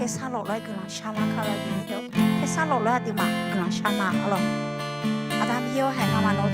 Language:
Akha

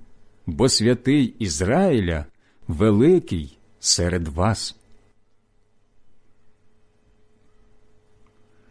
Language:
Ukrainian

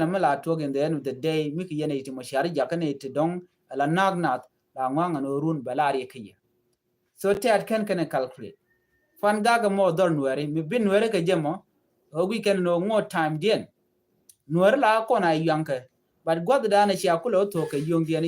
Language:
Nuer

